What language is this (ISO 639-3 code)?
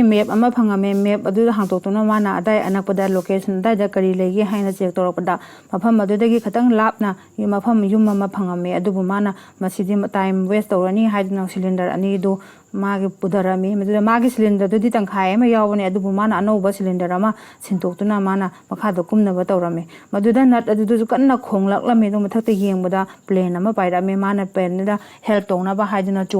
mni